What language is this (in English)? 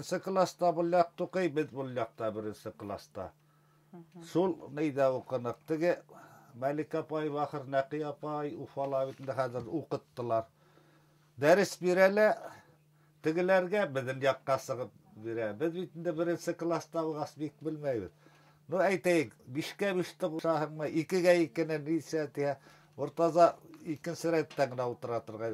Bashkir